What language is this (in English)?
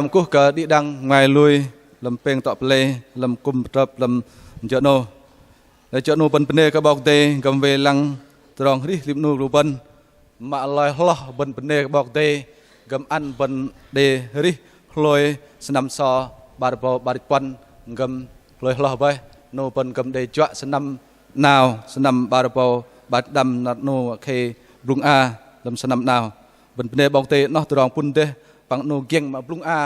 Bahnar